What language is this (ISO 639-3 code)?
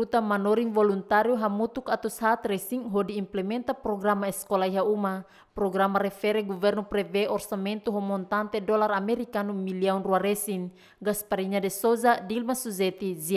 tet